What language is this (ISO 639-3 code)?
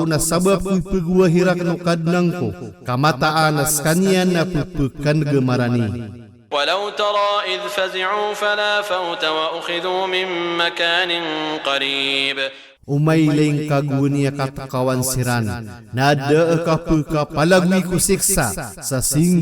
mrw